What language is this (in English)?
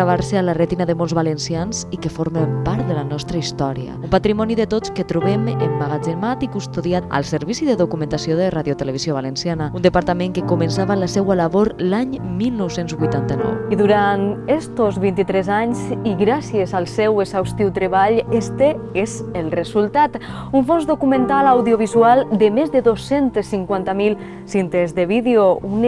Catalan